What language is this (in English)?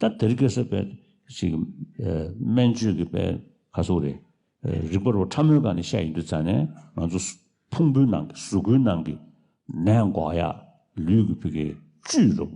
Tibetan